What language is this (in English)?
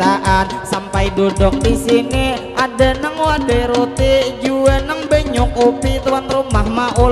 Banjar